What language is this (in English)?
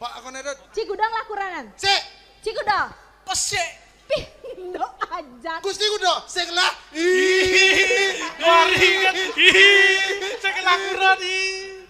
Balinese